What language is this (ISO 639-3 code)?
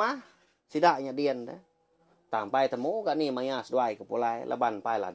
iba